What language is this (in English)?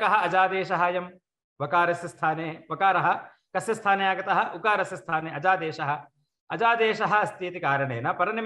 Sanskrit